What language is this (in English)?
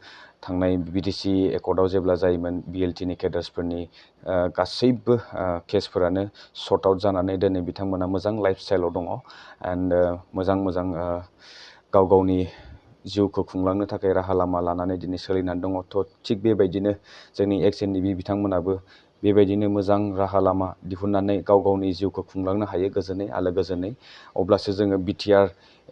Bodo